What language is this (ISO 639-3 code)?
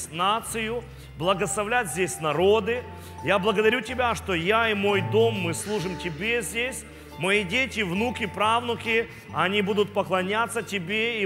rus